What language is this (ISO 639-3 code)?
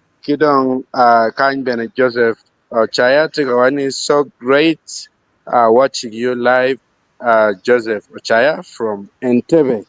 ach